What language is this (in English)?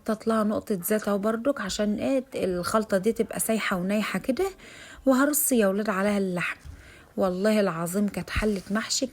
Egyptian Arabic